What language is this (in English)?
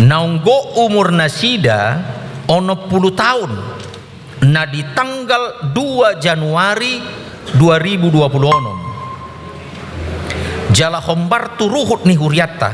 Batak Toba